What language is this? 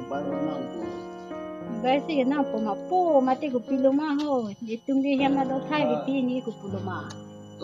Karbi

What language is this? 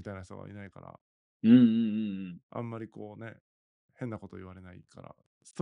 Japanese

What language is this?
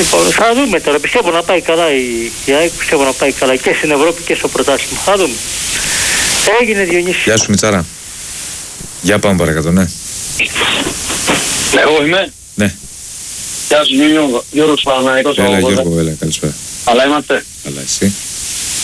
Greek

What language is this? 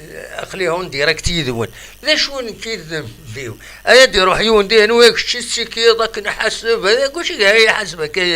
Kabyle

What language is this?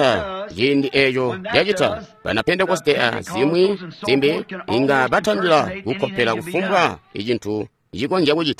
Tonga (Zambia)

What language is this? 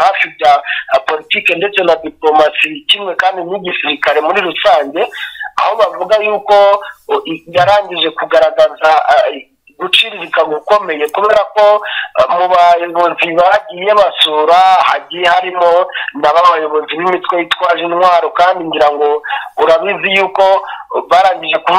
Kinyarwanda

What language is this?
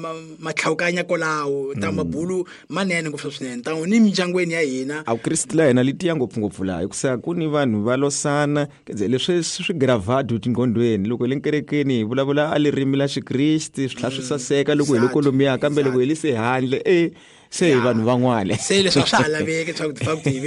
Tsonga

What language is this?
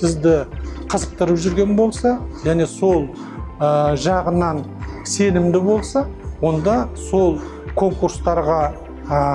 Kazakh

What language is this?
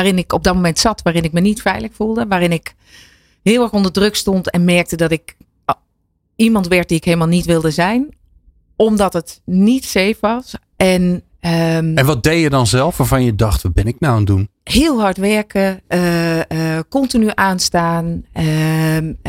Dutch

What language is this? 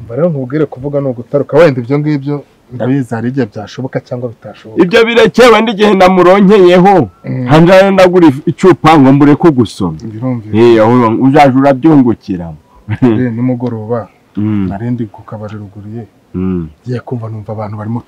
Kinyarwanda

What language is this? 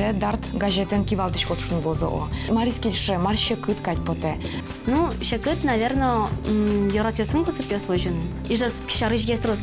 Udmurt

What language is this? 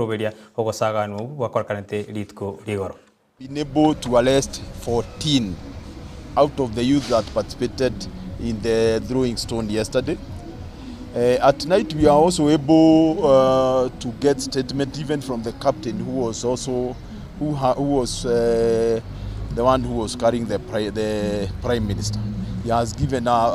Gusii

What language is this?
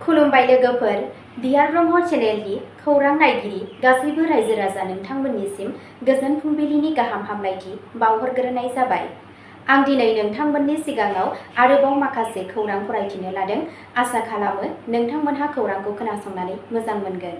Bodo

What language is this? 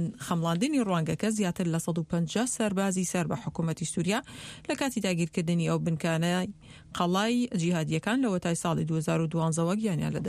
Central Kurdish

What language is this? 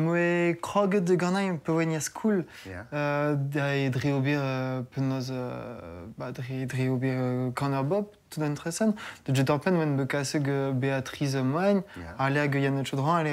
Breton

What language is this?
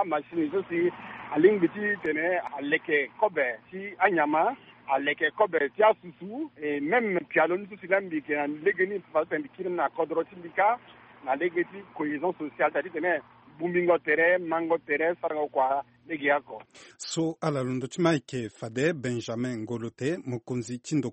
Sango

